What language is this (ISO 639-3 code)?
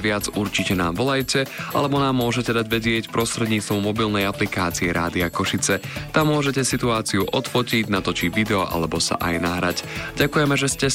slk